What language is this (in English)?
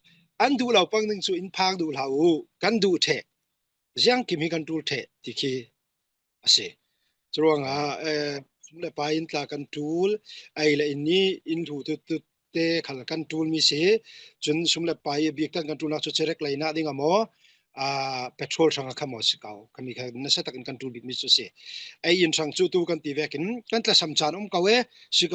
Falam Chin